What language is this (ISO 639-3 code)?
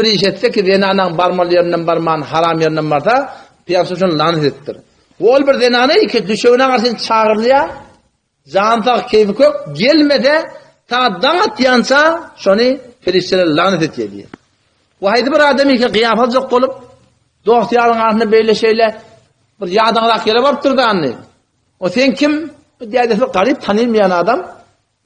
tuk